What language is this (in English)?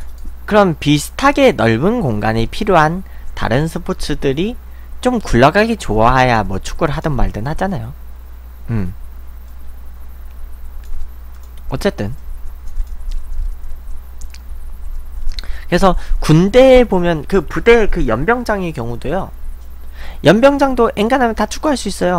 Korean